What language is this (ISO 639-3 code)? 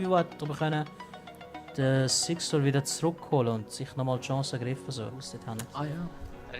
gsw